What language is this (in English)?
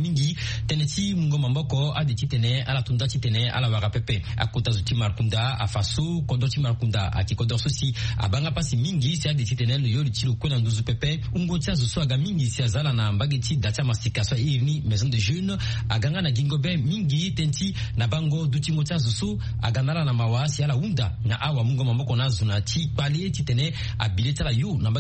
Sango